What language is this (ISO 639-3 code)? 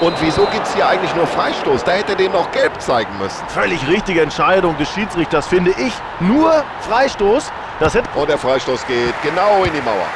bar